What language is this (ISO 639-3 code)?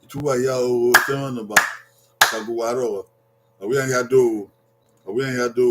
bin